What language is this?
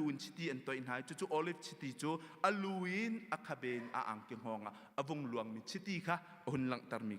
Hakha Chin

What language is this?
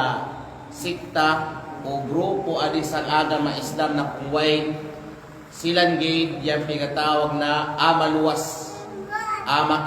Kalagan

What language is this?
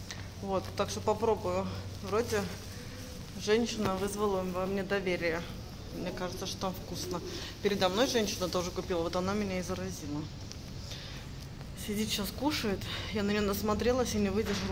Russian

